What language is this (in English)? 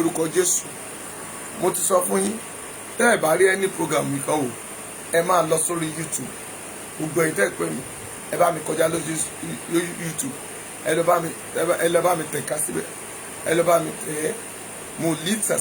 Yoruba